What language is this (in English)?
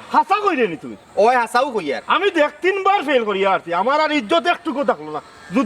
Sylheti